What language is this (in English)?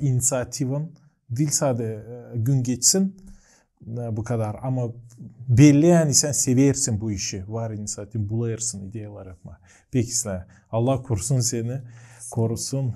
Gagauz